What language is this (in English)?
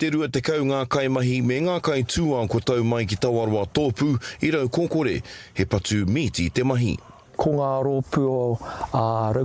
Māori